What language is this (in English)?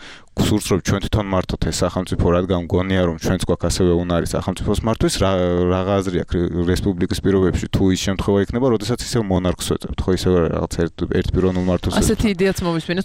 Georgian